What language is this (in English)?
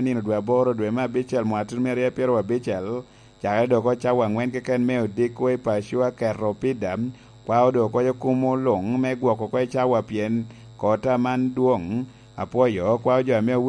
Lango (Uganda)